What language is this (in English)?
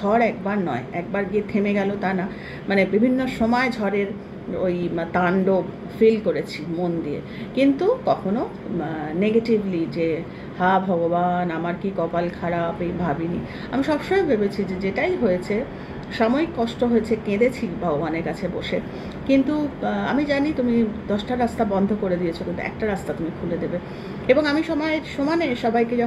Bangla